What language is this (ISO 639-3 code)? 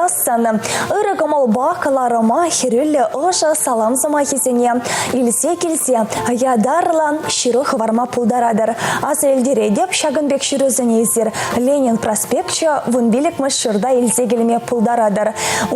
chv